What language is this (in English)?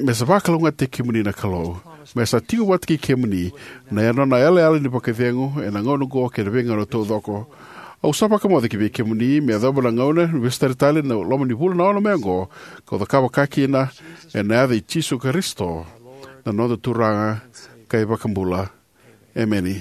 Fijian